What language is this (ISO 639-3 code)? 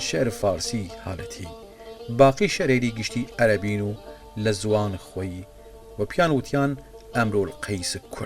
sdh